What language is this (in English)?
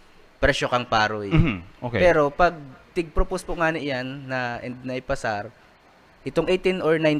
Bikol